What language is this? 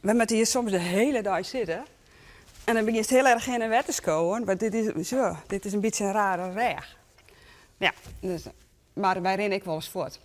Western Frisian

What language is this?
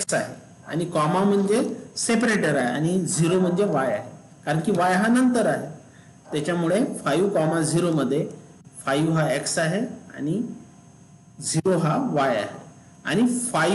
Marathi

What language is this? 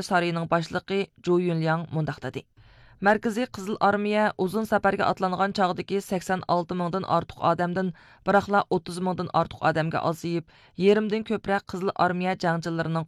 Uyghur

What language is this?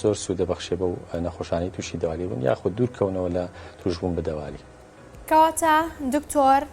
Central Kurdish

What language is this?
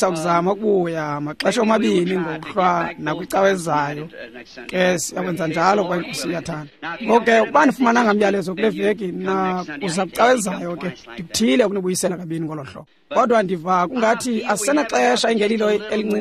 Xhosa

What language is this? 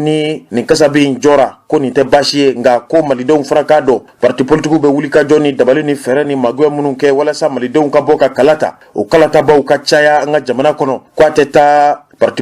Bambara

